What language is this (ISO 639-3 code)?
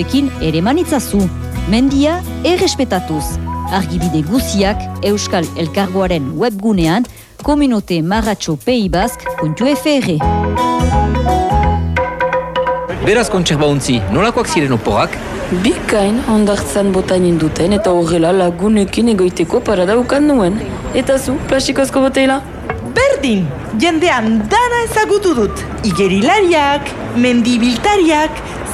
eus